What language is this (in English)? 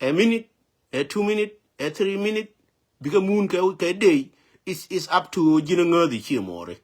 Nuer